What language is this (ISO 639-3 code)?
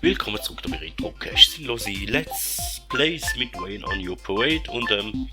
gsw